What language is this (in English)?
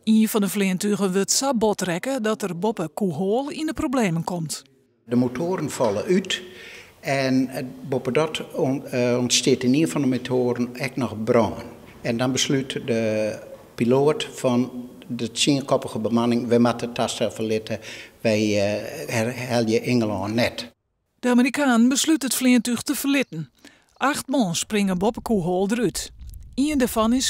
Western Frisian